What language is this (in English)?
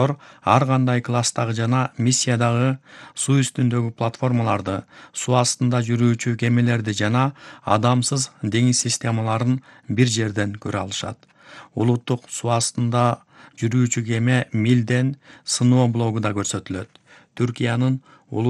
Kyrgyz